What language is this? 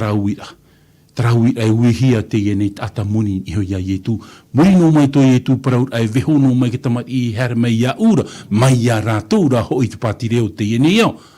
Tahitian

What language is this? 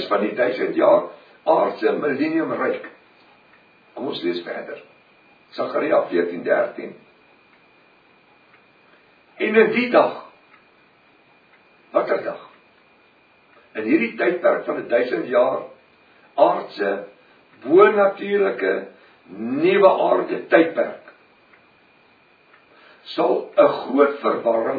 Afrikaans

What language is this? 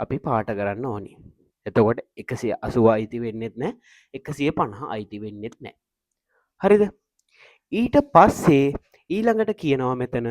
Sinhala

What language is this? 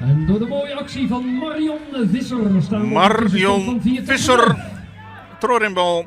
Western Frisian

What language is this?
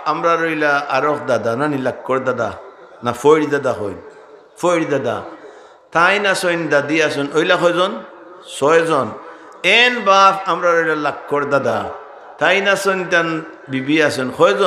Sylheti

